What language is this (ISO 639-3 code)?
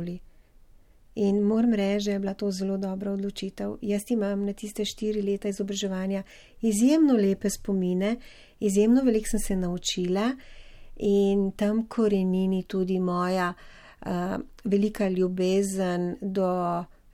slv